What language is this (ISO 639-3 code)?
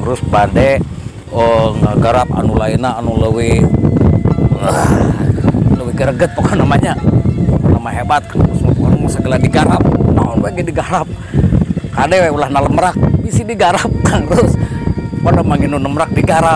sun